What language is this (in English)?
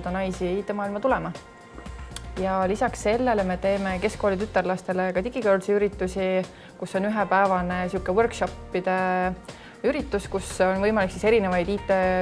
Estonian